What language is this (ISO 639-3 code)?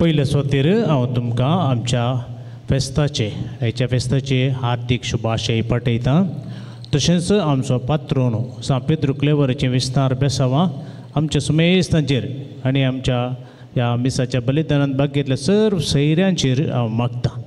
kok